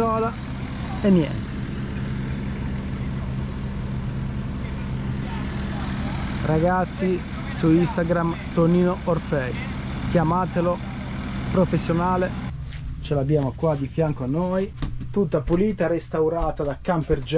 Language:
Italian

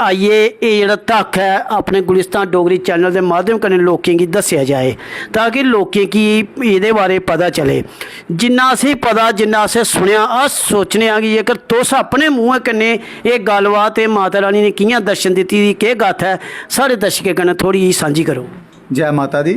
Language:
Dogri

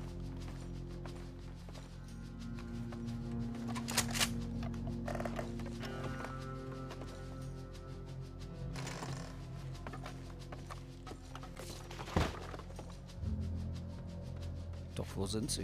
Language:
German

